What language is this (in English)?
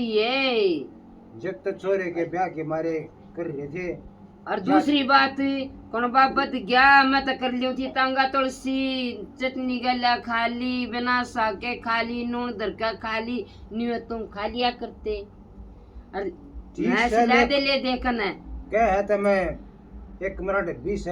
Haryanvi